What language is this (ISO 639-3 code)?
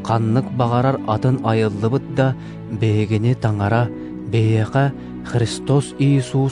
sah